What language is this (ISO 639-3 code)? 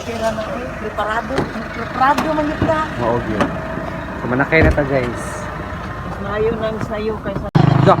ceb